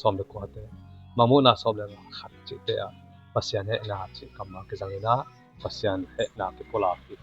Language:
Tedim Chin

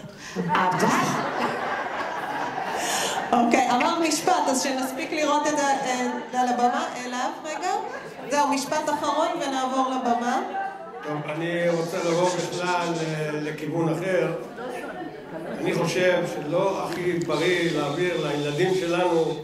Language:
Hebrew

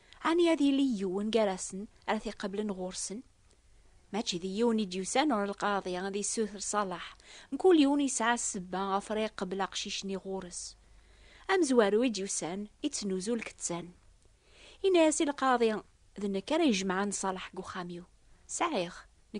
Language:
Kabyle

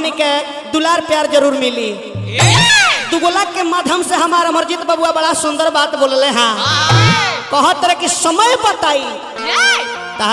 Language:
Bhojpuri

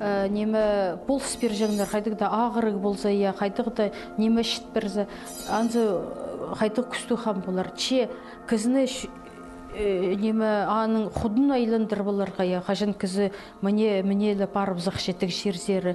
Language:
Khakas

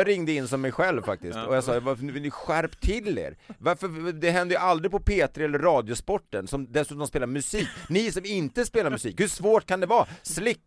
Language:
Swedish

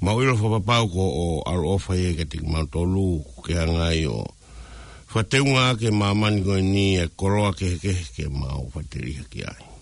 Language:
Tongan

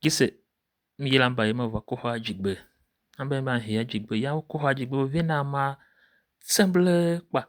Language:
Tiv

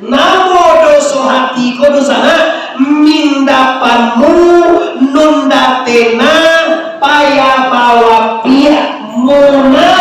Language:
Minangkabau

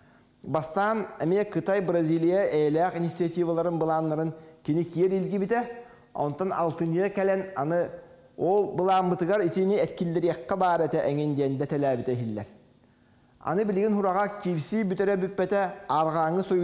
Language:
Yakut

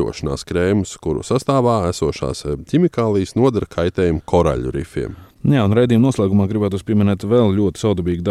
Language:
Latvian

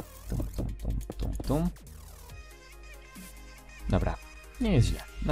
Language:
Polish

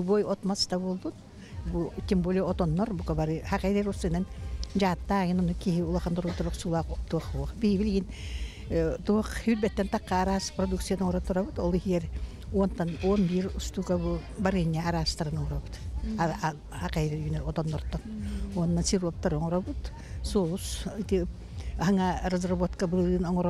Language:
Yakut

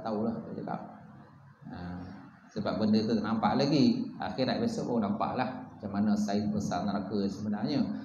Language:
Malay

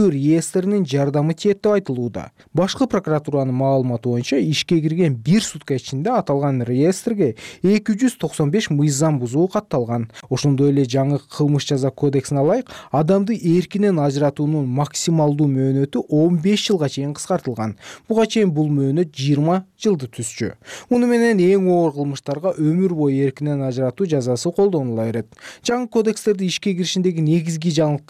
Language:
Kyrgyz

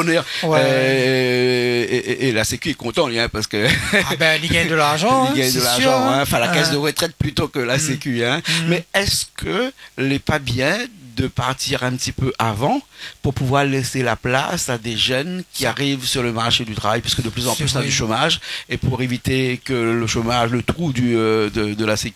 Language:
Réunion Creole French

